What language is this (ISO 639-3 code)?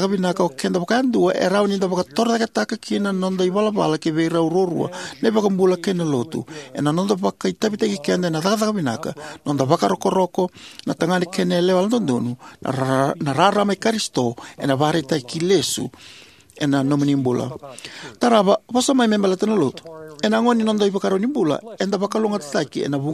fij